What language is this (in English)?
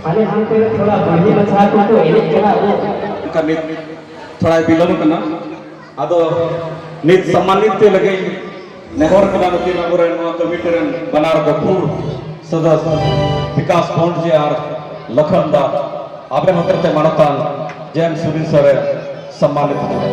Santali